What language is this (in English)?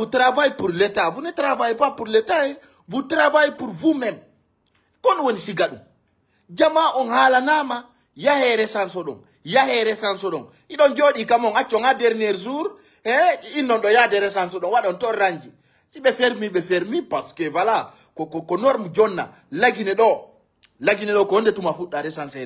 Fula